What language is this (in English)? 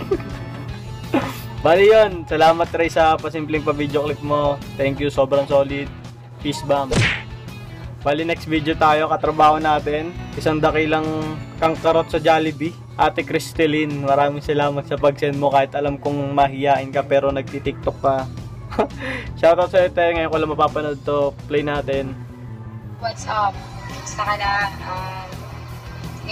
Filipino